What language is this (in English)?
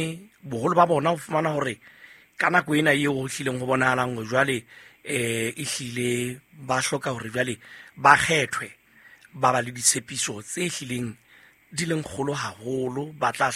Southern Sotho